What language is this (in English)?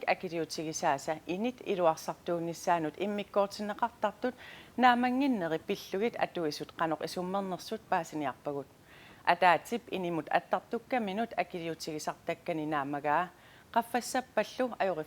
Kalaallisut